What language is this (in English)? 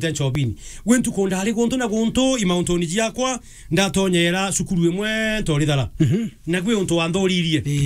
Meru